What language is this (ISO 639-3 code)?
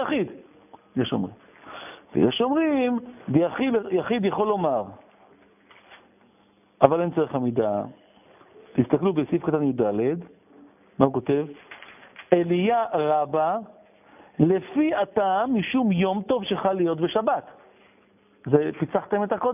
heb